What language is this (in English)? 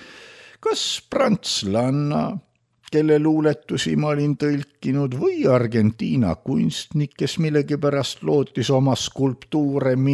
Estonian